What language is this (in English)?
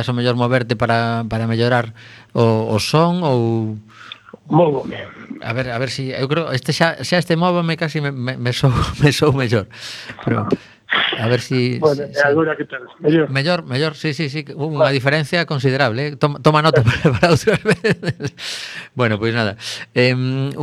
Galician